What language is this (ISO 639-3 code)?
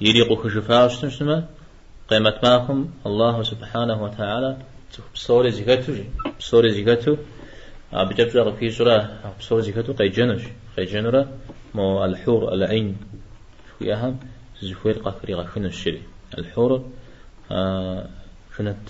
kbd